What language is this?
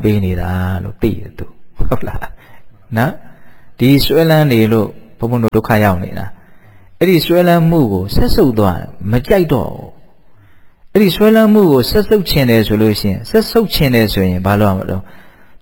Burmese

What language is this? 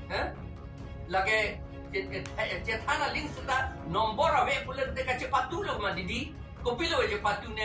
Karbi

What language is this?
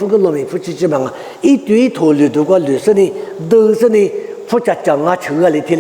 Lisu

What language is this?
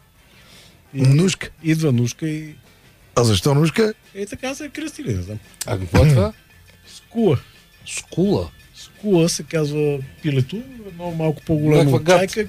Bulgarian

